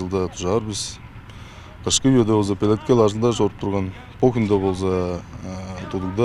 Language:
Tuvinian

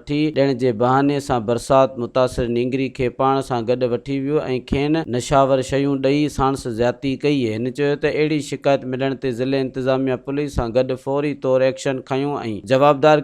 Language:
Sindhi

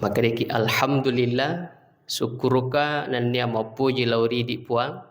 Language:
Buginese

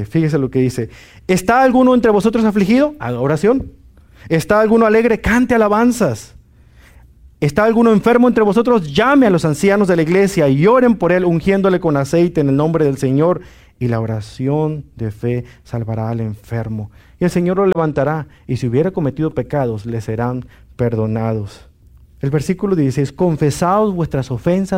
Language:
Spanish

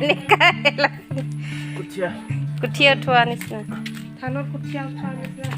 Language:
Karbi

